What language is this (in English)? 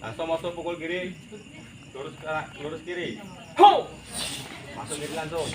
Minangkabau